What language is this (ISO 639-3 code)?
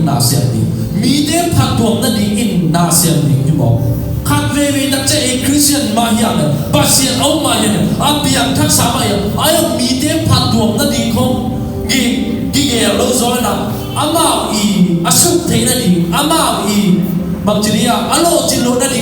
ctd